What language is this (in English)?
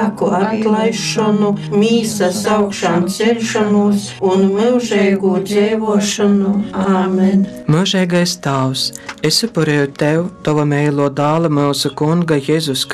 Latgalian